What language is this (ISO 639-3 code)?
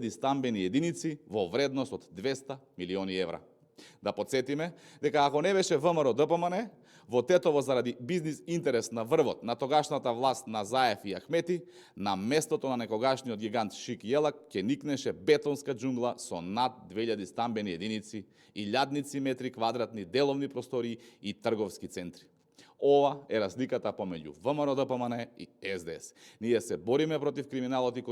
mkd